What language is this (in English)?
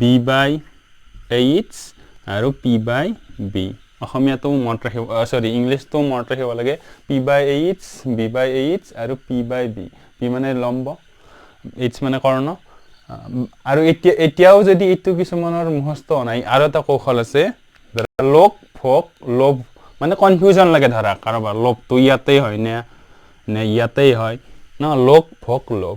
Assamese